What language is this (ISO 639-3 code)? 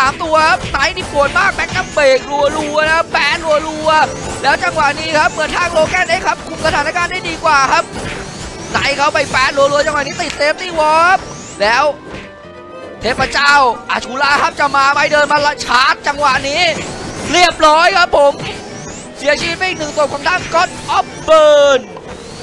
tha